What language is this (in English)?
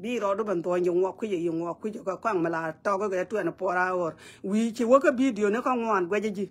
Nuer